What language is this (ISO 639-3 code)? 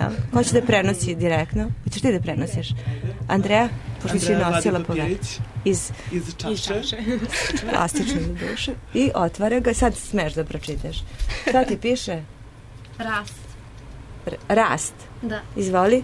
srp